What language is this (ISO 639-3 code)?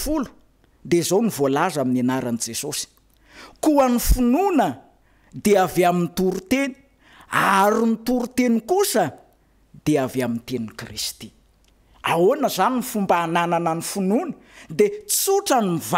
mlg